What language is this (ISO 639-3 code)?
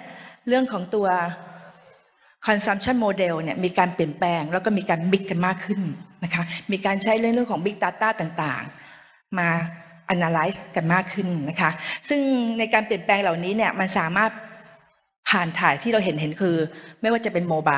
tha